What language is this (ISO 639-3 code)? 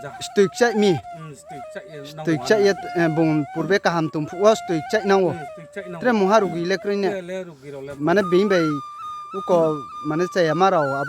ria